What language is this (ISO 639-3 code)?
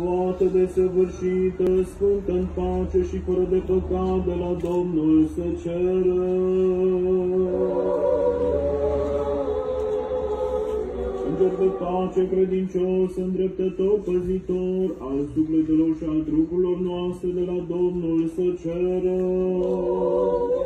ron